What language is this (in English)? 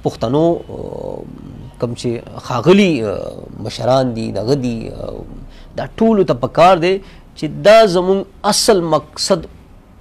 Pashto